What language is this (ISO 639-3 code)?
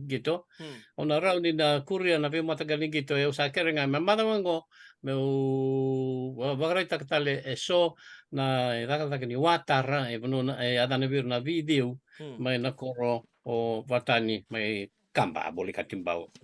fij